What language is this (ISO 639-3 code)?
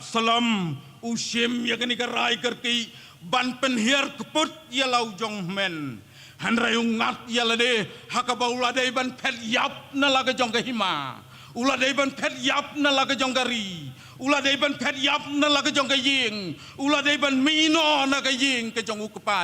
kha